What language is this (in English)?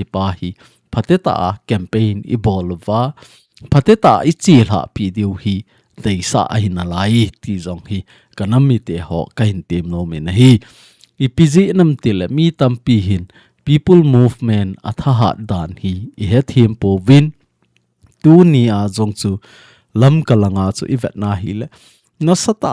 Thado Chin